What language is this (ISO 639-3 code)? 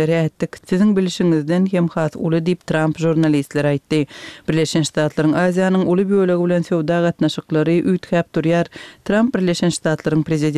tuk